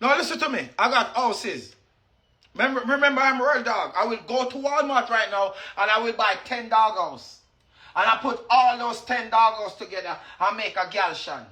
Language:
Jamaican Creole English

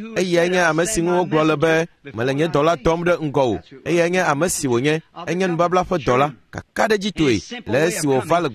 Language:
Ewe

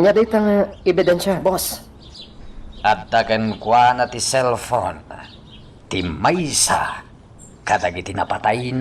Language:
Iloko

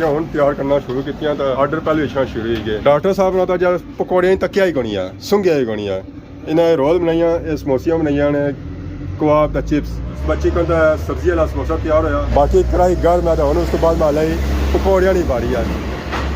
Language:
Pahari-Potwari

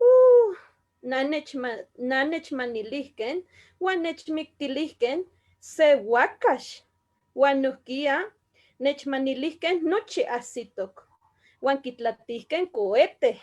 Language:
Eastern Huasteca Nahuatl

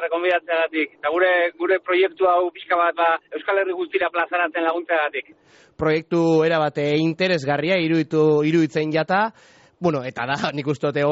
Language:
Basque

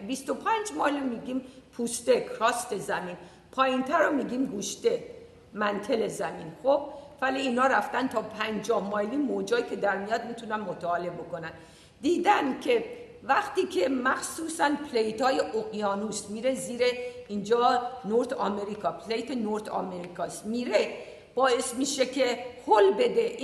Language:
Persian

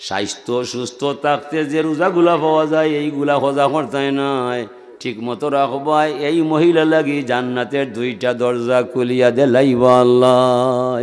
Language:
Sylheti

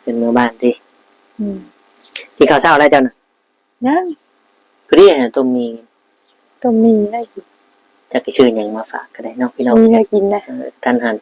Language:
Northeastern Thai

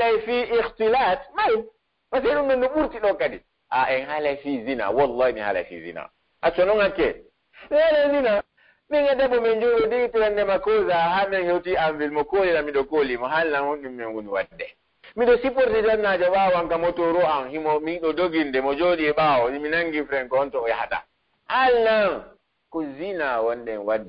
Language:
Pular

